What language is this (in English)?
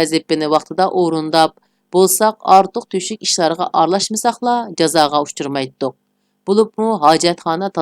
Uyghur